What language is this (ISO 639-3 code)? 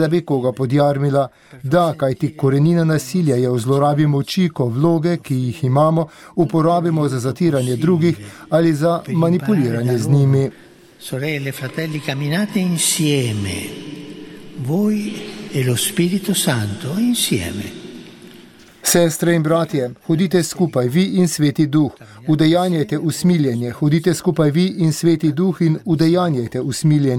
slv